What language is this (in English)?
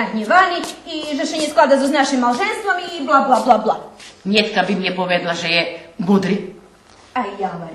Rusyn